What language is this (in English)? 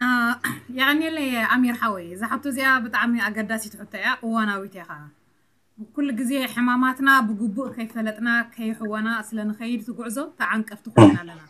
Tigrinya